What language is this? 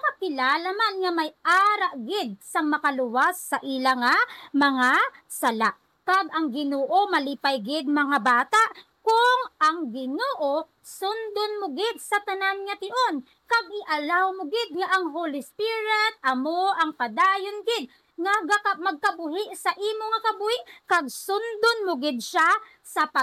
Hiligaynon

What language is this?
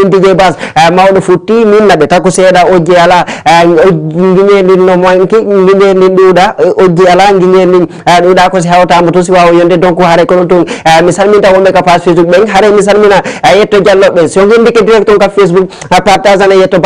Fula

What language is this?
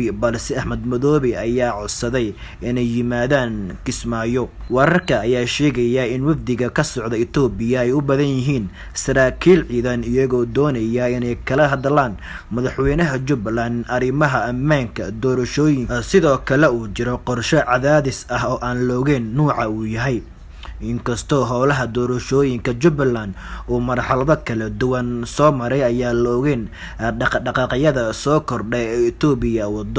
Somali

